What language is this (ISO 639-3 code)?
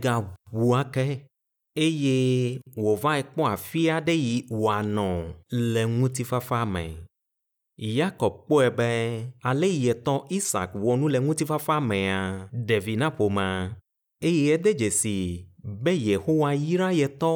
ewe